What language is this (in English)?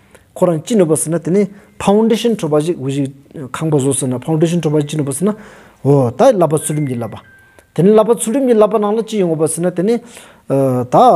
Stod Bhoti